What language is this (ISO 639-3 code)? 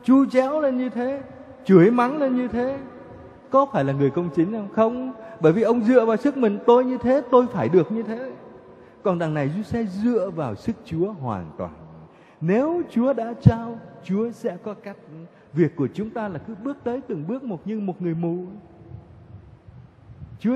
vie